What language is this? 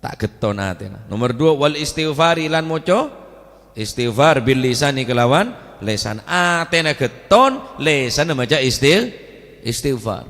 Madurese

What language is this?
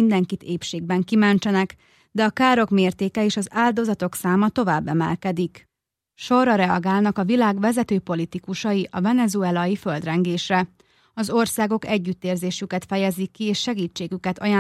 Hungarian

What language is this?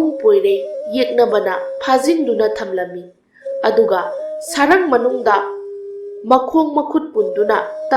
Manipuri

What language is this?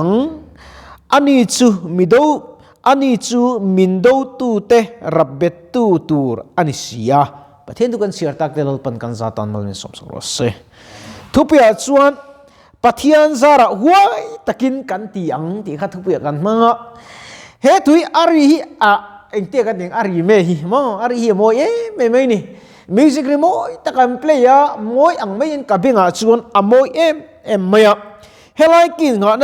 Mizo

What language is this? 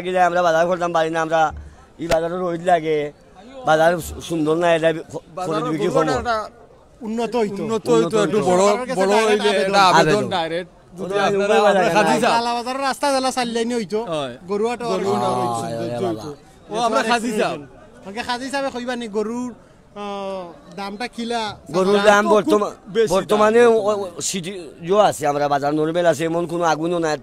Sylheti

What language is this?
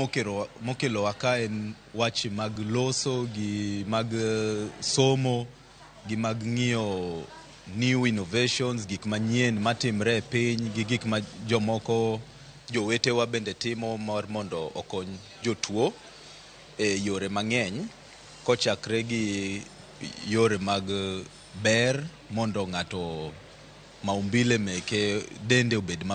Luo (Kenya and Tanzania)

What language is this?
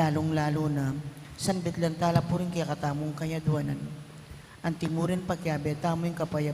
Pampanga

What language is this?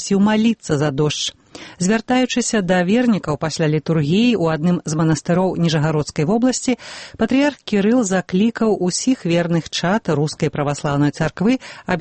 Belarusian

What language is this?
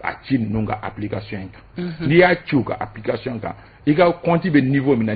Bambara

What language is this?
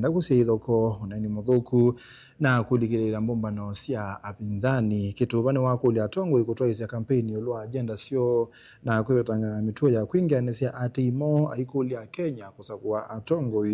Kamba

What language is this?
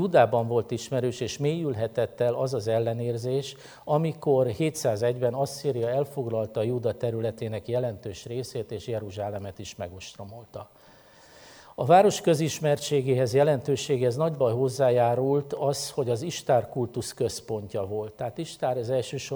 Hungarian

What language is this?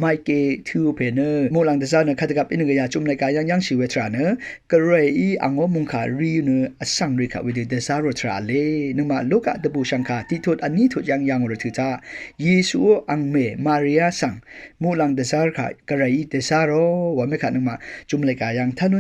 Rawang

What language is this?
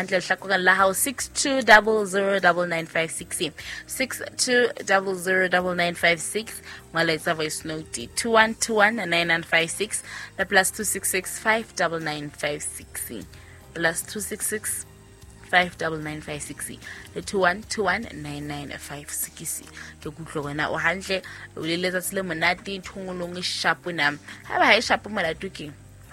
Southern Sotho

